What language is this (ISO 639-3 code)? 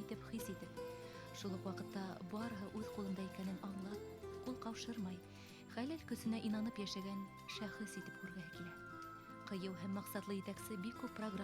bak